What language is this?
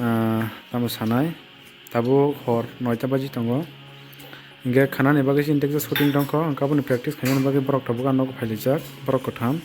Kok Borok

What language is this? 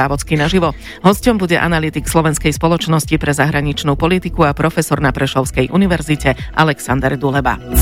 Slovak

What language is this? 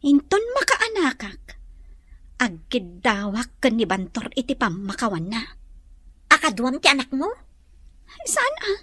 Iloko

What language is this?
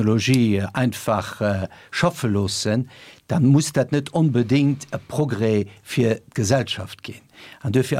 Luxembourgish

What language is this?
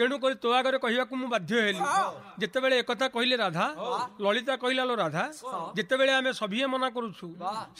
Odia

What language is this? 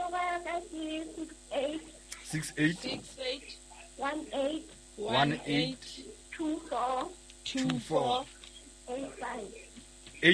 Southern Sotho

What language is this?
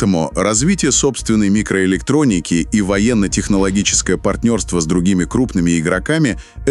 Russian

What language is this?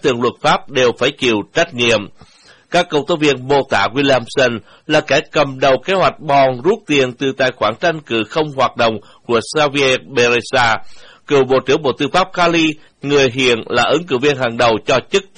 Vietnamese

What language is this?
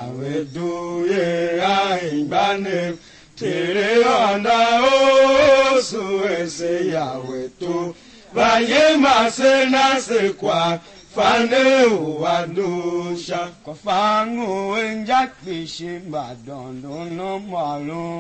Tiv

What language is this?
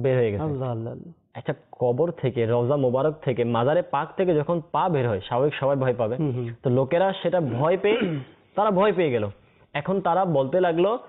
Bangla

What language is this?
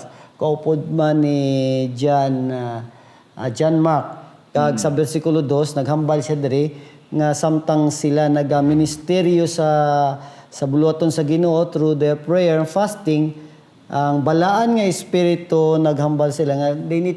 Hiligaynon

